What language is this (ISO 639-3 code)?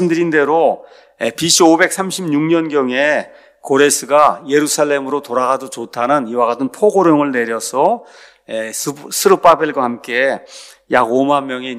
kor